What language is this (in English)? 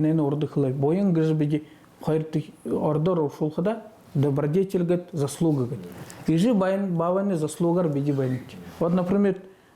Buriat